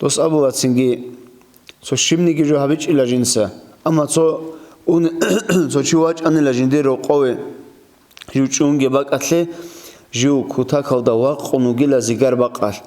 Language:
Avaric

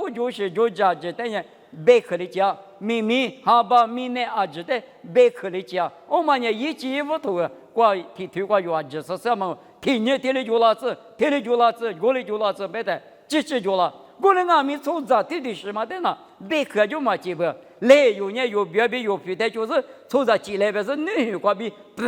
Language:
Lisu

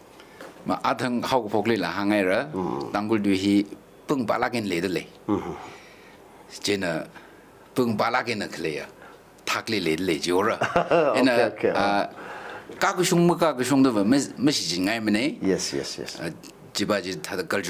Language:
Tangkhul Naga (India)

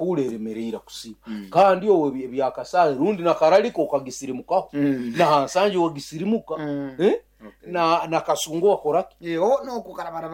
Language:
Nyoro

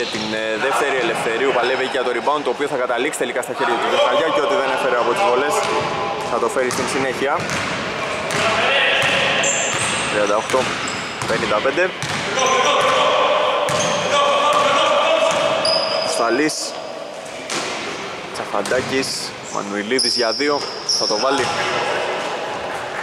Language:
Greek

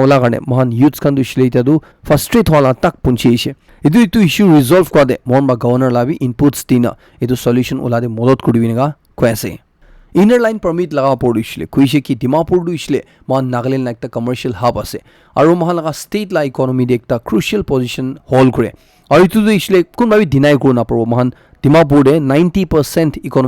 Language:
Naga Pidgin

